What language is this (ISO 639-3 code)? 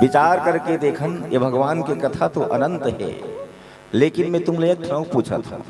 hne